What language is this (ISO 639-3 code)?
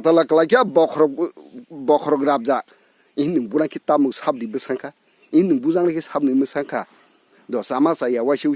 trp